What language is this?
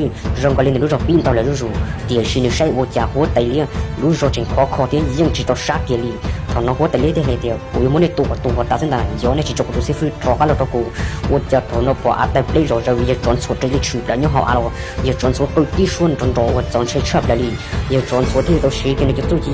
Hmong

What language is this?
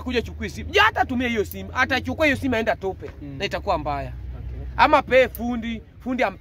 Swahili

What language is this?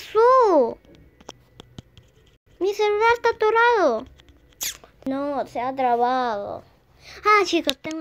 Spanish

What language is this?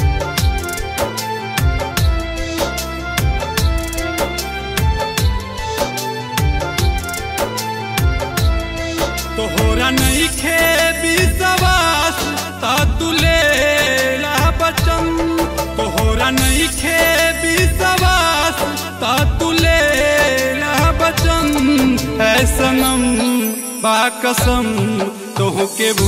Bhojpuri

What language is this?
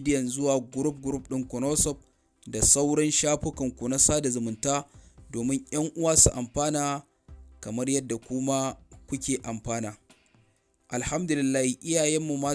Hausa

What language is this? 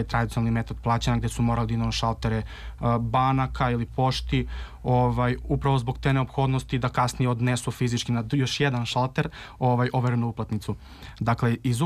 Serbian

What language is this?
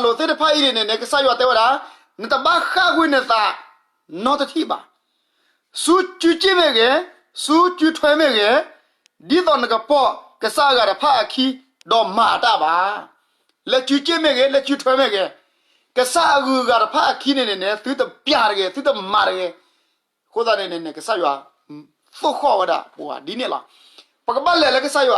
S'gaw Karen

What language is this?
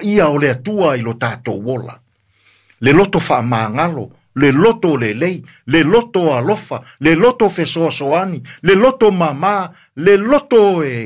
Samoan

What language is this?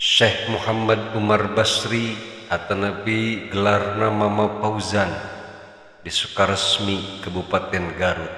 Sundanese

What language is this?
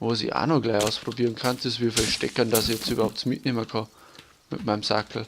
Bavarian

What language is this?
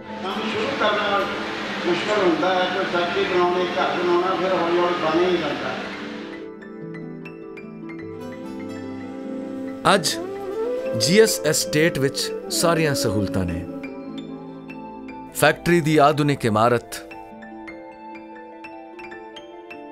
Punjabi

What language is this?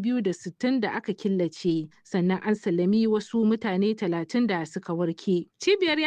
Hausa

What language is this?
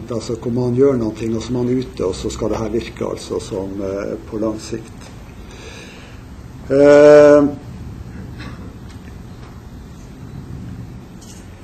Norwegian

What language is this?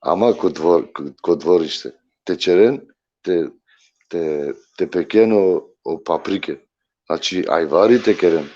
Balkan Romani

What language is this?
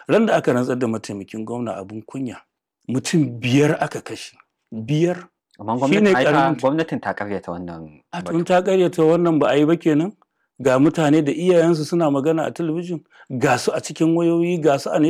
Hausa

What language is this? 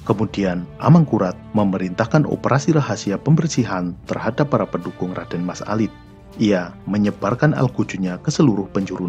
Indonesian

